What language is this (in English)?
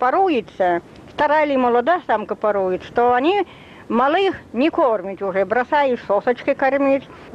Russian